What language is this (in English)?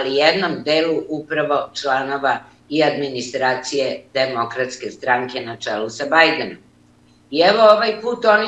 Serbian